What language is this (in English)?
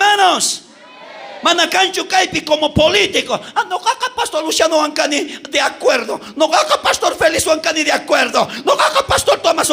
South Bolivian Quechua